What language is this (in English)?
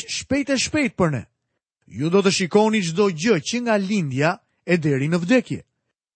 Albanian